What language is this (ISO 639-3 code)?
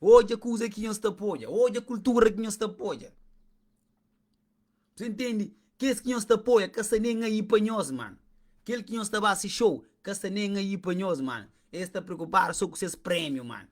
kea